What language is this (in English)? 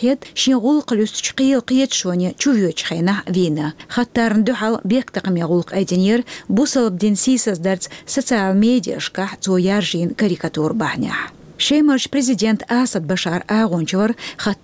Chechen